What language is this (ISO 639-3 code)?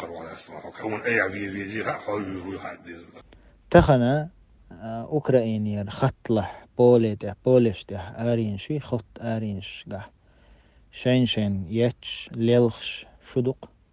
che